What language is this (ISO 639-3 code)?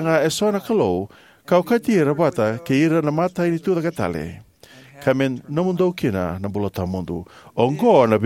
fij